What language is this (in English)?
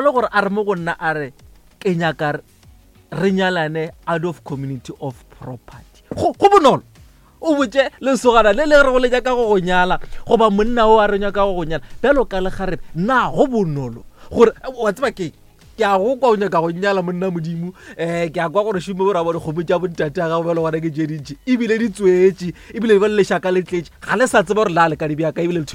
Northern Sotho